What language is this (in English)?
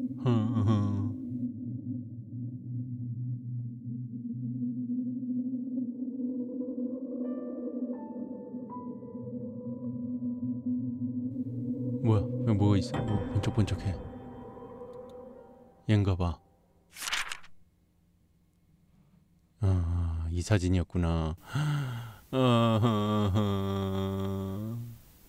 Korean